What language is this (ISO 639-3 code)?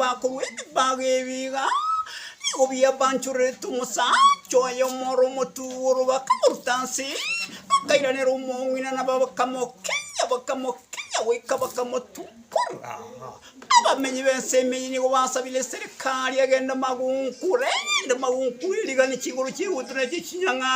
guz